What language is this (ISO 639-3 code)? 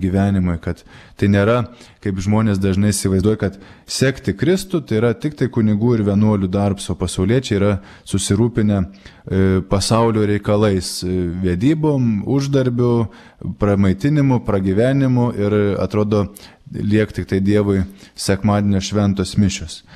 lit